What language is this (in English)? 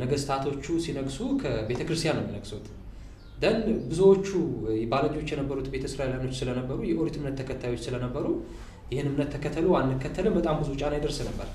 Amharic